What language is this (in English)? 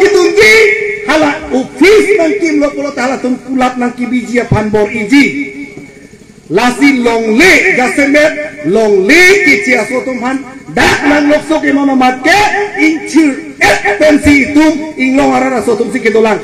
Karbi